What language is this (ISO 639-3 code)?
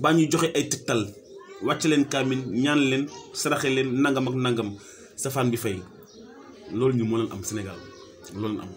wol